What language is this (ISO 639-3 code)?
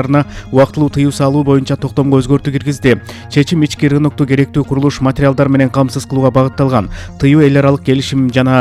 kir